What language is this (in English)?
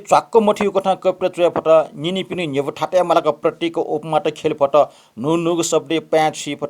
Newari